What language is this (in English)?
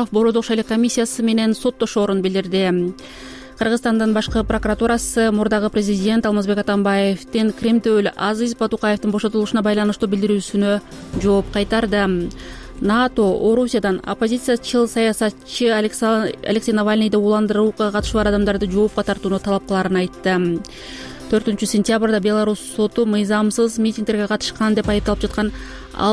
Kyrgyz